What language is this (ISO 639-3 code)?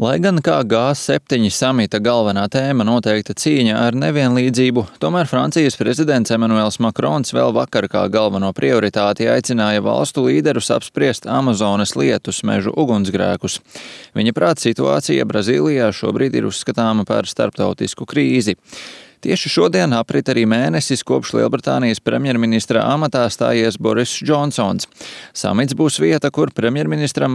lav